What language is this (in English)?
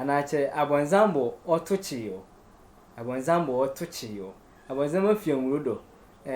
Sehwi